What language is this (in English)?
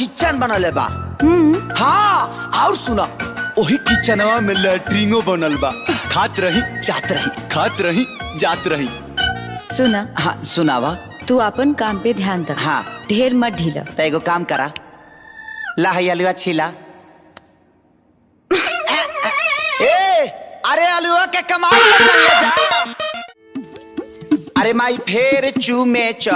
Bhojpuri